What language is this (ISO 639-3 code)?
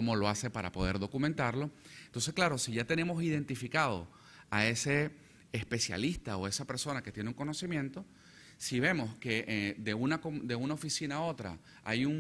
spa